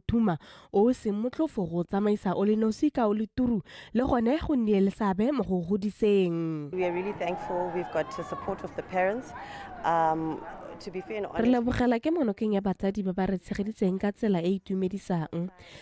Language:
Tswana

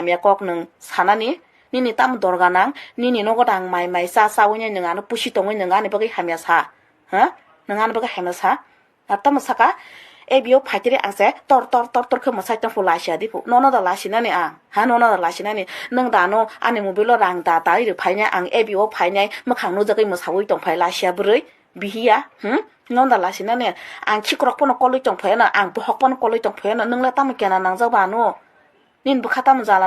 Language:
Kok Borok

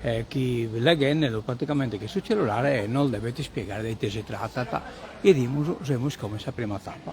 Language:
Sardinian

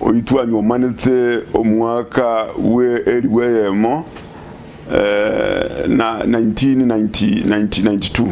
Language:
Gusii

